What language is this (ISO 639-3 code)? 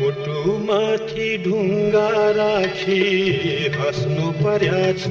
new